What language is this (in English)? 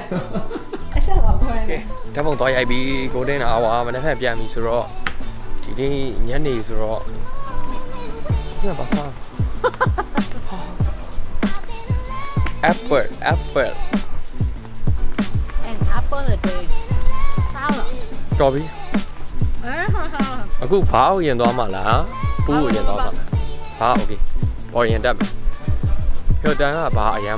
Burmese